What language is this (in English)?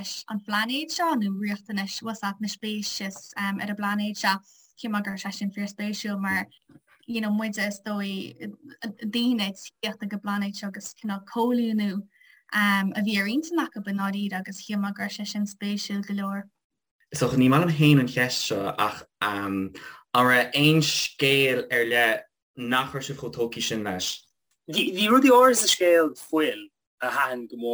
Irish